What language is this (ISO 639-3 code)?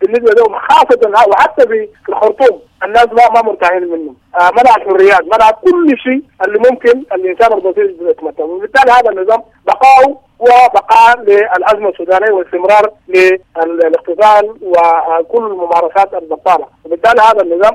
apd